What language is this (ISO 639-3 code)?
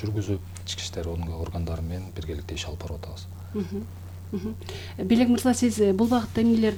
kir